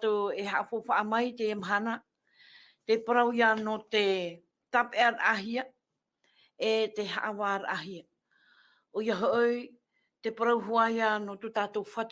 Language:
Tahitian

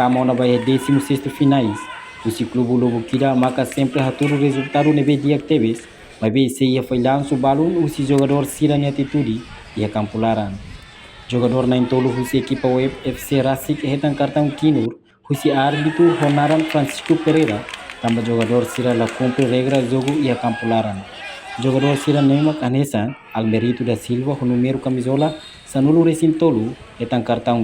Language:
Tetum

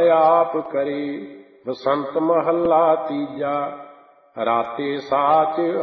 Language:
Punjabi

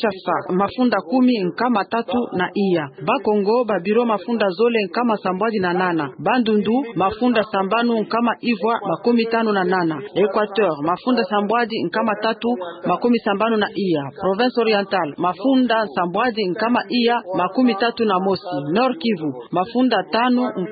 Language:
Kituba (Democratic Republic of Congo)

